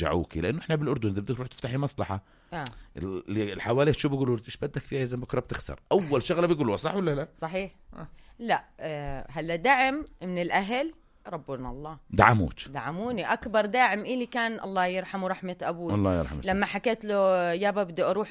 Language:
North Levantine Arabic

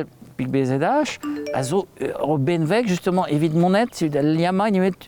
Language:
Breton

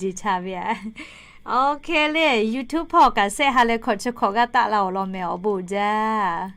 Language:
Lahu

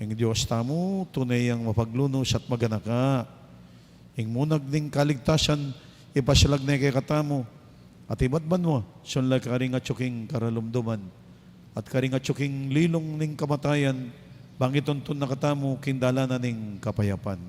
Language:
Pampanga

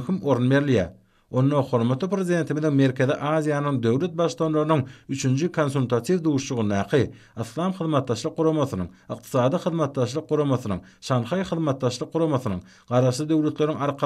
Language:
Turkmen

